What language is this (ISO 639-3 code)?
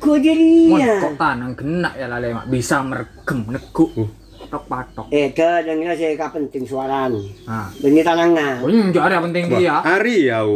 mad